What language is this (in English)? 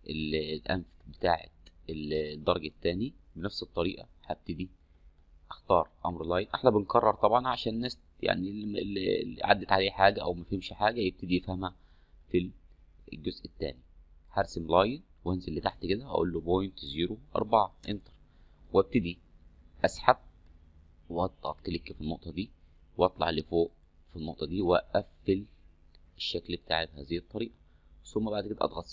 Egyptian Arabic